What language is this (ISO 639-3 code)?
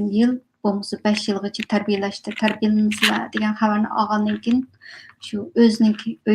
uig